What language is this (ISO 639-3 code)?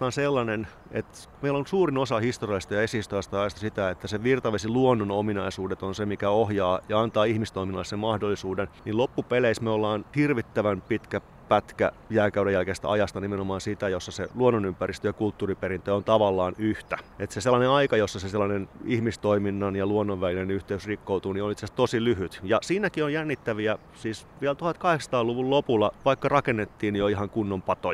fin